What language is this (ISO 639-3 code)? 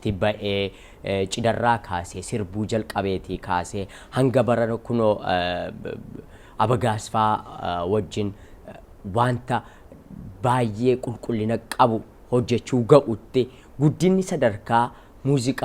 orm